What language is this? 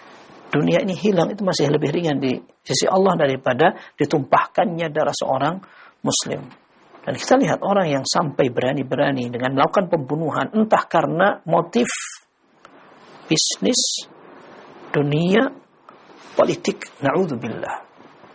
Indonesian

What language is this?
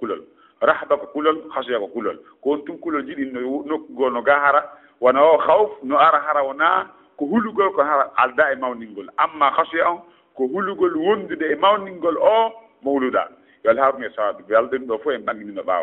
Fula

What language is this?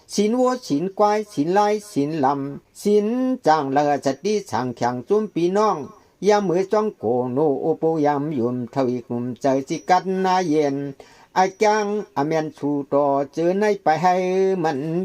Shan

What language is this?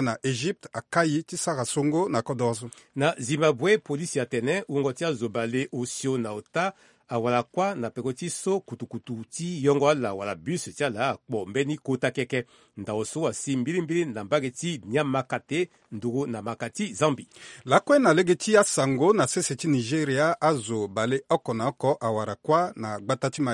Sango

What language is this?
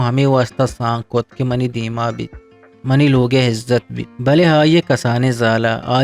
Eastern Balochi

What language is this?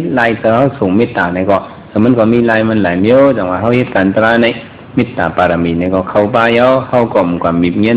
Shan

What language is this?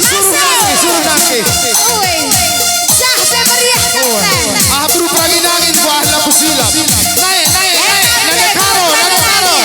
Batak Karo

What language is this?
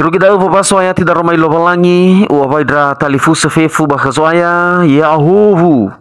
Nias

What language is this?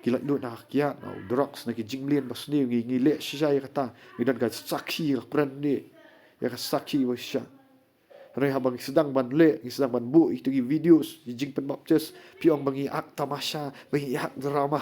Khasi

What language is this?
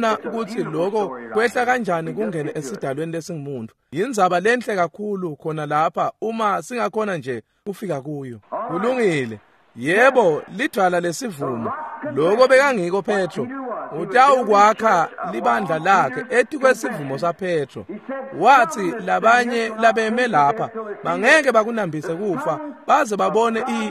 Swati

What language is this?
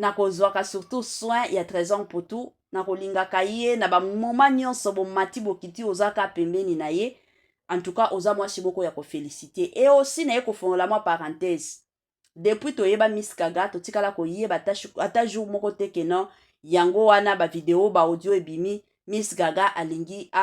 Lingala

